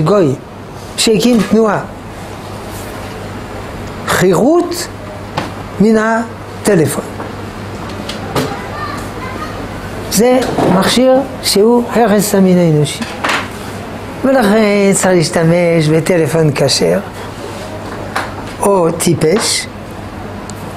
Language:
Hebrew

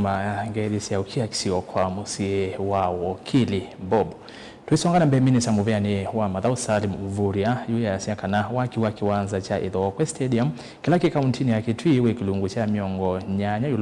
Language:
Kamba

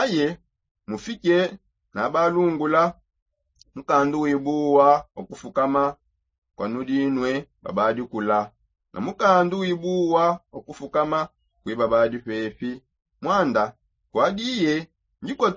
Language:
Songe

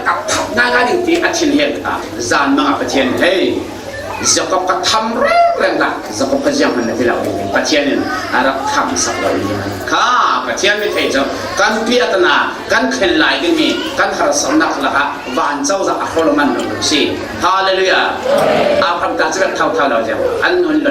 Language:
Falam Chin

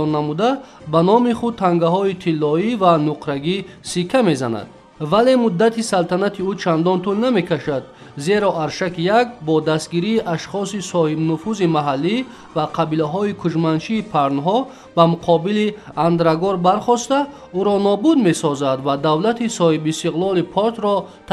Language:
Tajik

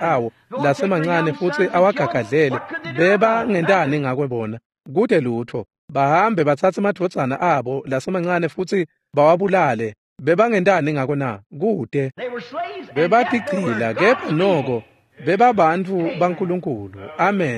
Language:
Swati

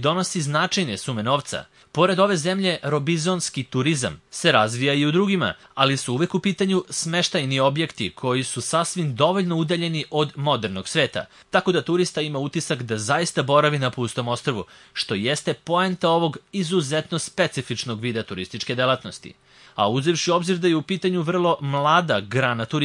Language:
Serbian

